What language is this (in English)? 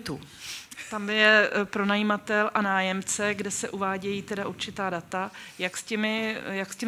Czech